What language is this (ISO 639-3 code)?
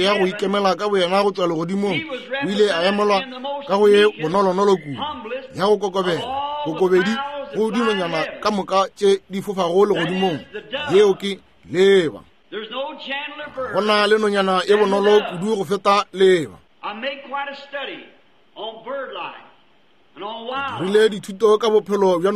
nso